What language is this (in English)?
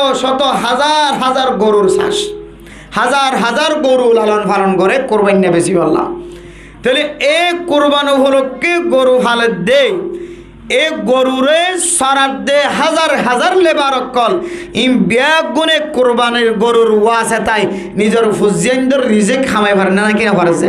Rohingya